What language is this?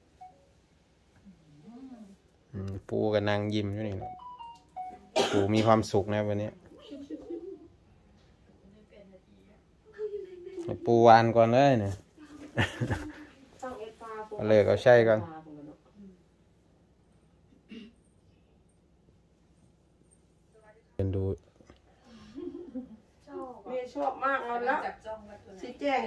Thai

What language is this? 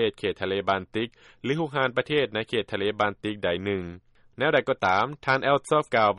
Lao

